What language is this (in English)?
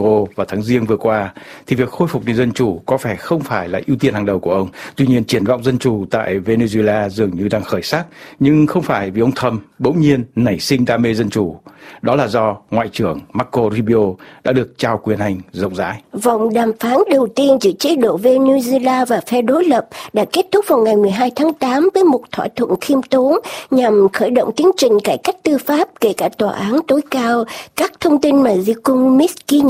Vietnamese